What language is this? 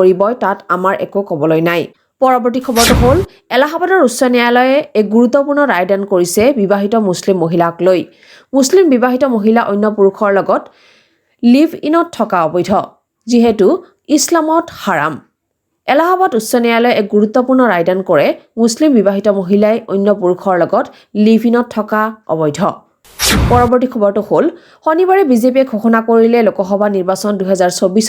Assamese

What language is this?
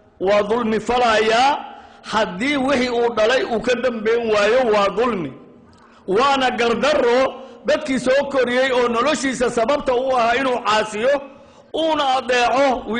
Somali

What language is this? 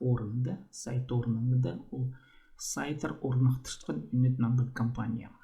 Khakas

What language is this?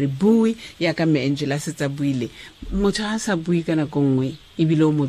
Tswana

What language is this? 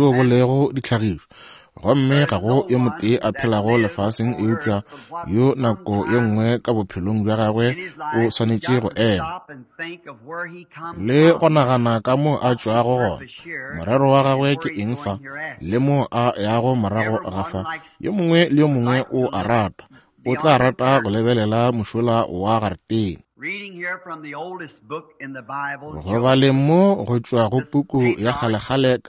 Northern Sotho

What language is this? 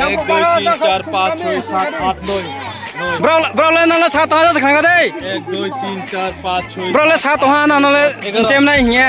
Riang (India)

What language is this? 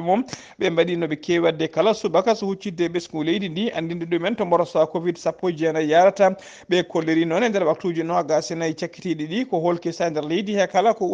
Fula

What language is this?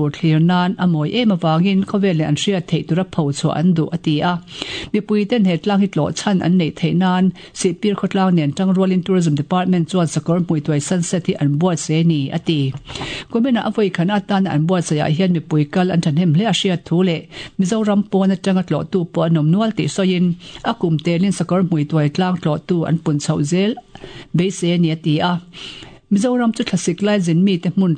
Mizo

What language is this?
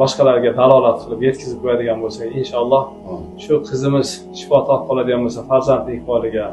Uzbek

